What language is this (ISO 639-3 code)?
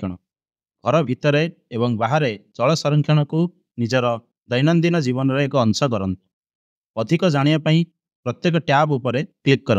ori